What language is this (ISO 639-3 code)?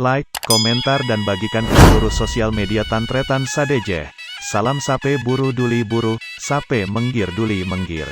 mad